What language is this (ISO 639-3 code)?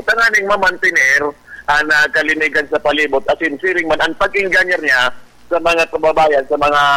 bik